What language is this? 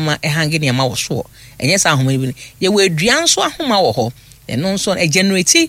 Akan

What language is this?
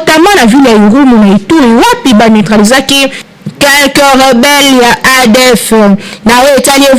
Lingala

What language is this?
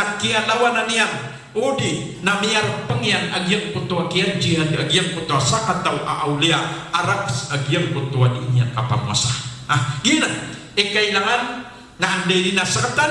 Maranao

